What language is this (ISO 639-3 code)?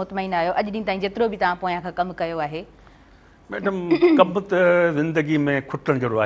snd